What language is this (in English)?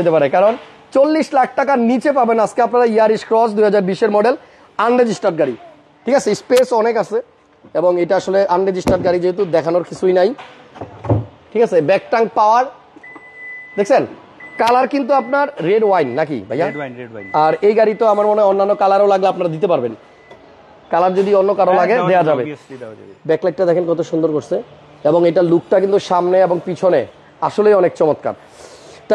Bangla